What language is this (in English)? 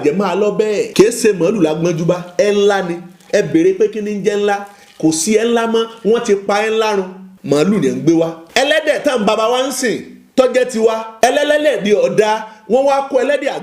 Yoruba